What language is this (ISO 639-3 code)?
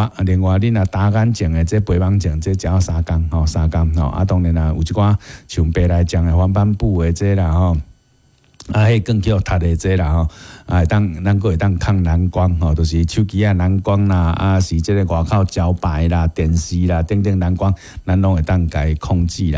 nan